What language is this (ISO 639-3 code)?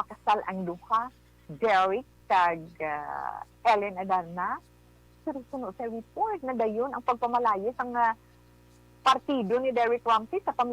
hil